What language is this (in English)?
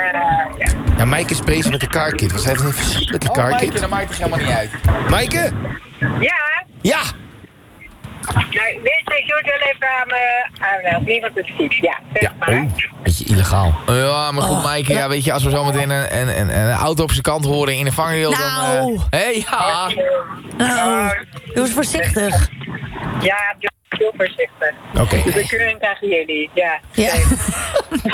Dutch